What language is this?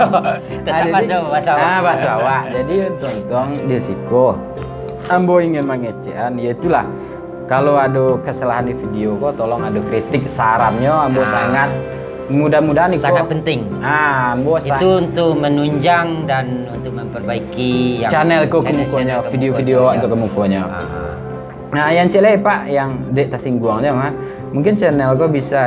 Minangkabau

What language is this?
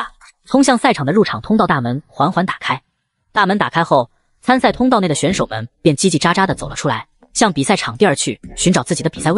Chinese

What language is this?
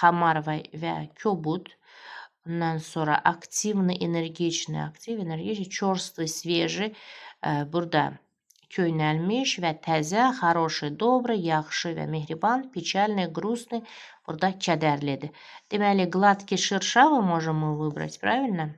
Azerbaijani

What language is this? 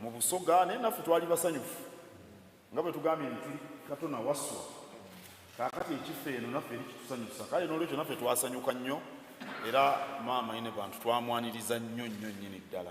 Soga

